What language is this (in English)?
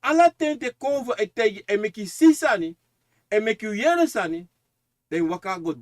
Sranan Tongo